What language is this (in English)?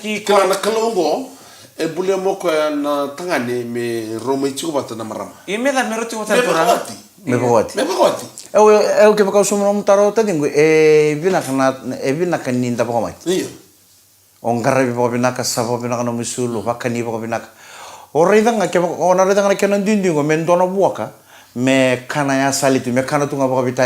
Fijian